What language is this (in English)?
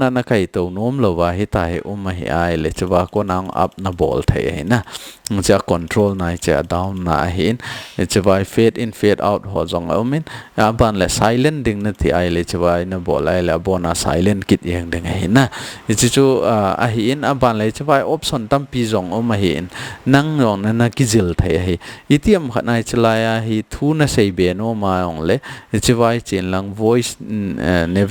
Thado Chin